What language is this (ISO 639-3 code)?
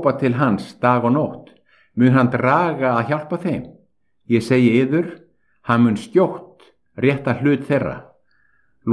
isl